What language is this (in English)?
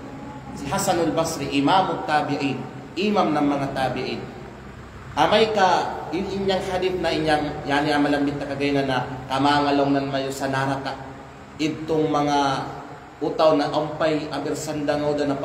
Kalagan